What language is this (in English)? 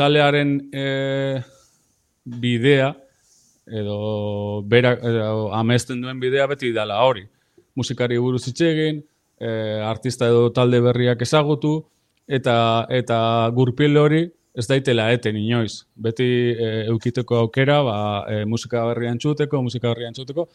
Basque